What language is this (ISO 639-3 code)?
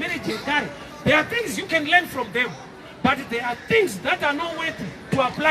sna